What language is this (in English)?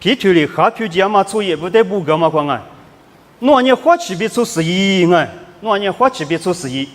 Lisu